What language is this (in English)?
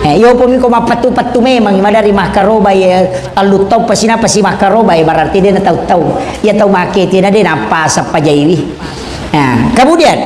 Buginese